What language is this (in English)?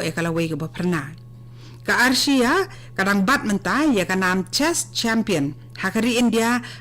Khasi